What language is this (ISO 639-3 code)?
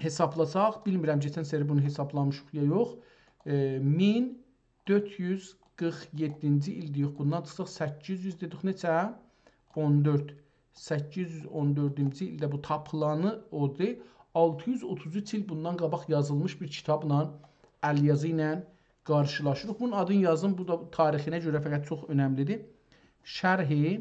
azb